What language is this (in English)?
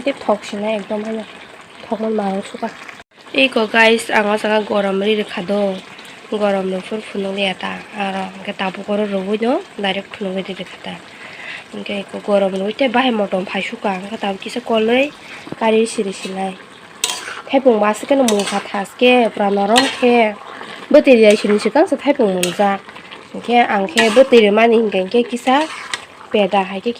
Kok Borok